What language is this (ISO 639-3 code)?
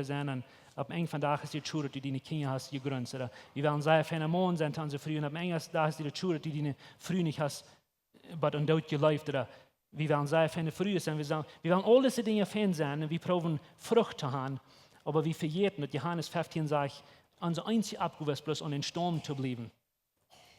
pdt